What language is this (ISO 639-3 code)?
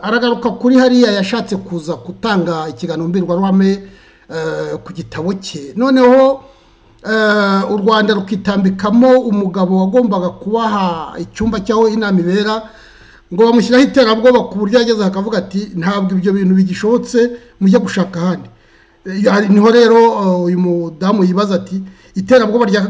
kin